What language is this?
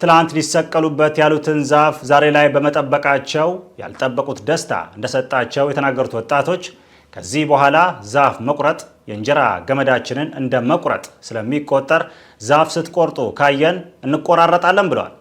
Amharic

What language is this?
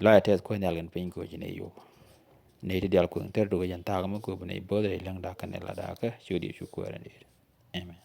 Nuer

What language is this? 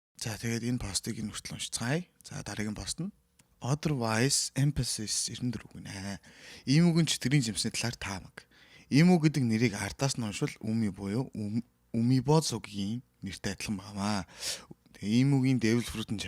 Mongolian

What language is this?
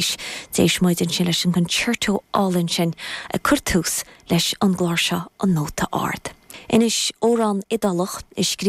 Irish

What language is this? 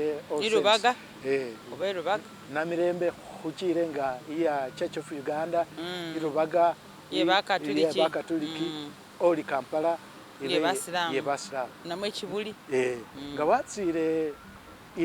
Masaaba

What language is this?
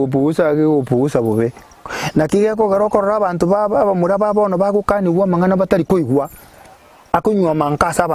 Gusii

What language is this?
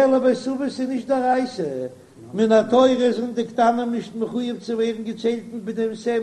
Yiddish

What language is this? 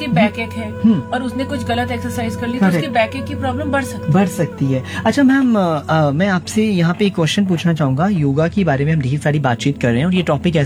Hindi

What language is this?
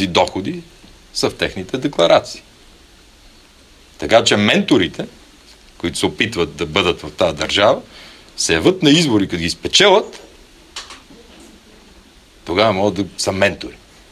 Bulgarian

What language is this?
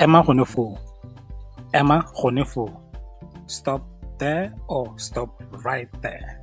Tswana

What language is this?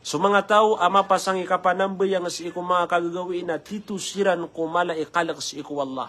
Maranao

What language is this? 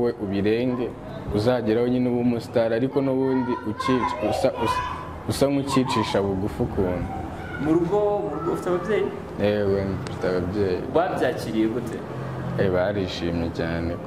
Kinyarwanda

